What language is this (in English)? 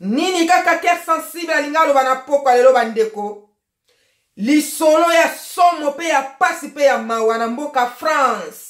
Lingala